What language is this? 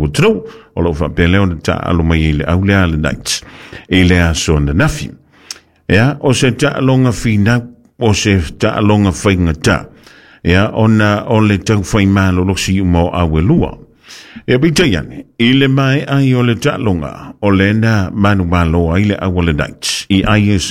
Samoan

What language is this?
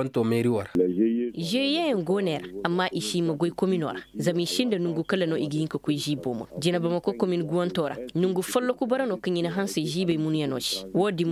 Koyraboro Senni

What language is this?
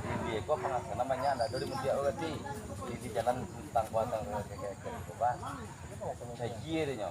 Minangkabau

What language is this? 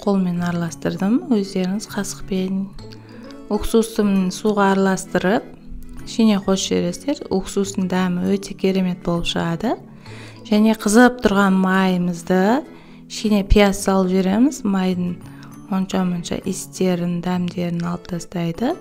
Kazakh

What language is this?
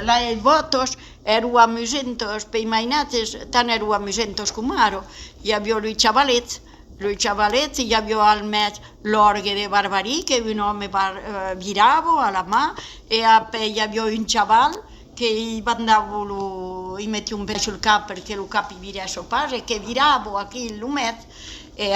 Occitan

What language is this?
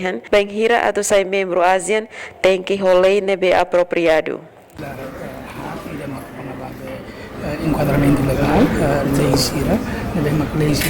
Tetum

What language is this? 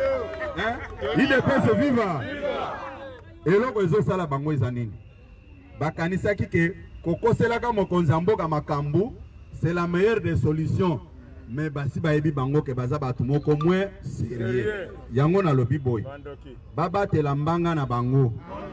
Lingala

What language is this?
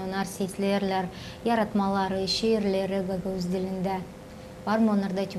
Gagauz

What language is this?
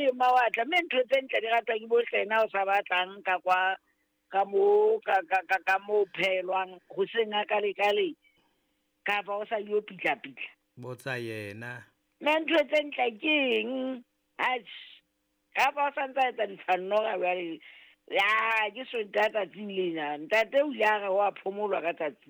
Southern Sotho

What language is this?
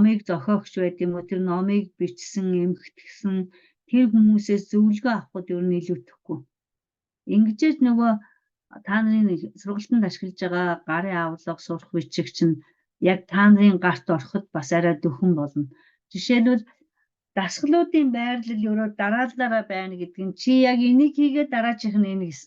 Mongolian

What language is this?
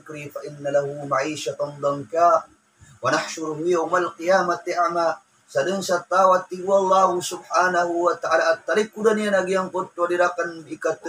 Maranao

